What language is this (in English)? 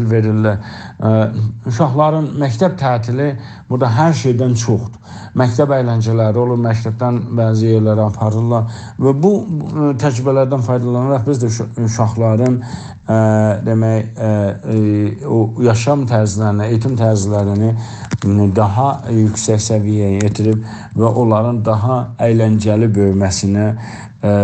South Azerbaijani